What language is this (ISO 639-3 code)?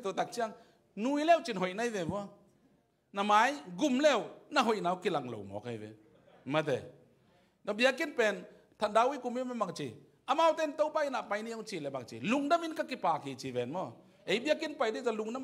ctd